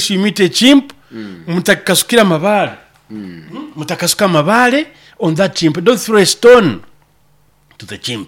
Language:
Nyoro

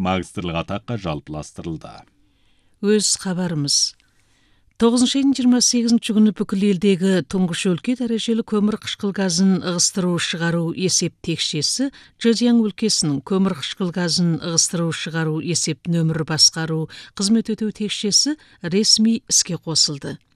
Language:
Kazakh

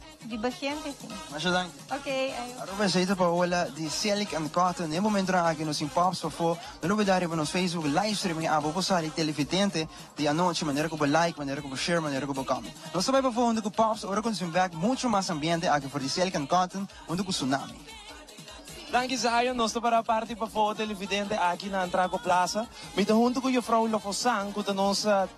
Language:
Papiamento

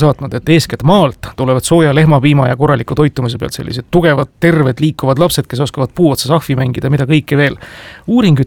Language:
Estonian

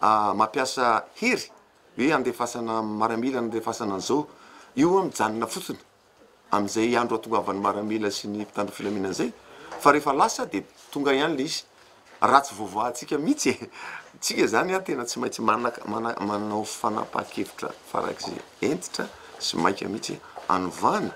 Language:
Malagasy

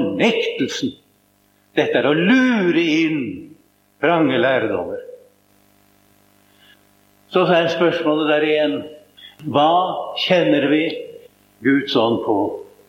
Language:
Norwegian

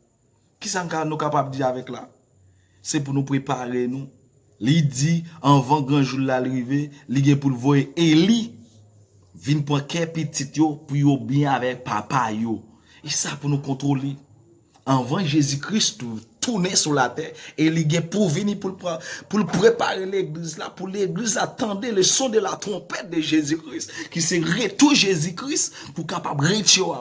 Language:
Haitian Creole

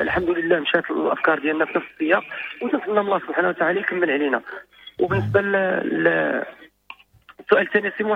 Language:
Moroccan Arabic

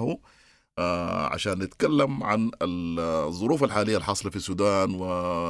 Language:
Sudanese Arabic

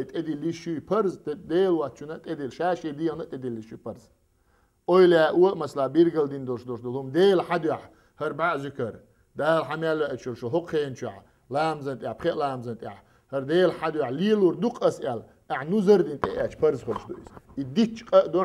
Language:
Chechen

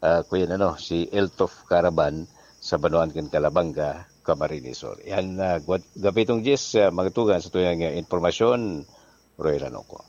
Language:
Bikol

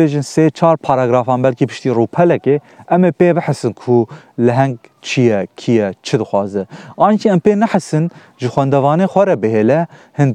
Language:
Kurdish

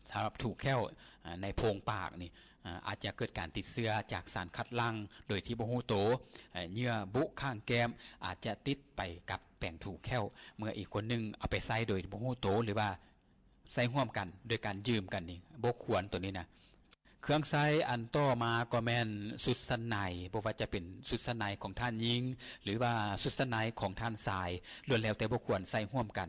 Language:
Lao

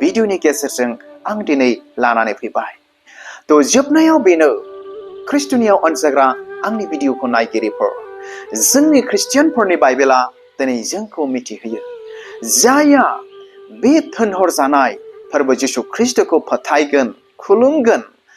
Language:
Bodo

